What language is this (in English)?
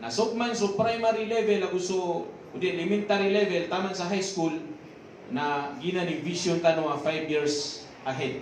Maranao